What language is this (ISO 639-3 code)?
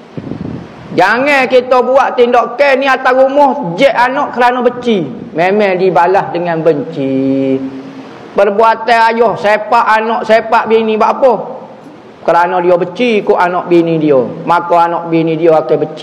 msa